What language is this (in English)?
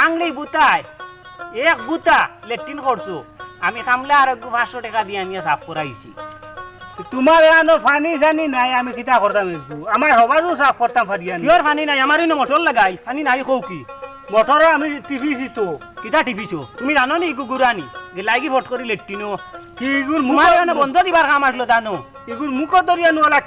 Sylheti